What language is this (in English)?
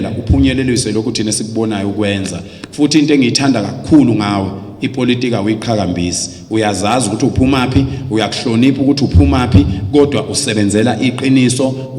Zulu